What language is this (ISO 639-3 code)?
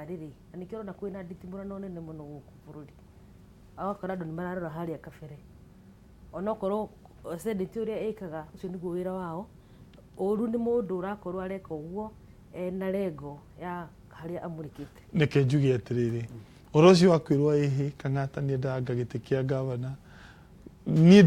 kik